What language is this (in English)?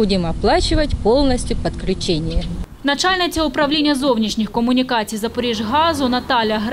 Ukrainian